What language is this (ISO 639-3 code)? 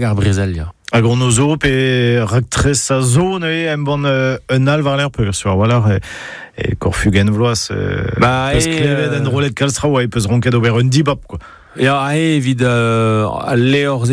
bre